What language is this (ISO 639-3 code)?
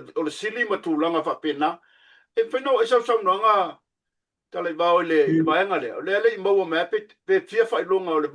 smo